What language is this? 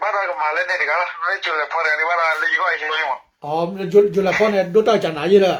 S'gaw Karen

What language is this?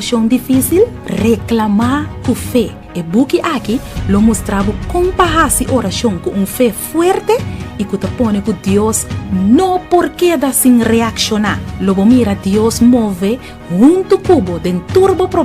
Papiamento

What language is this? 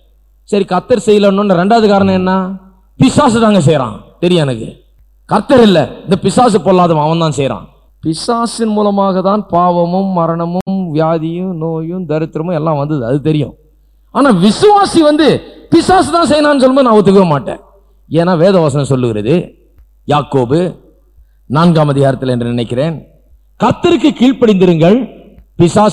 Tamil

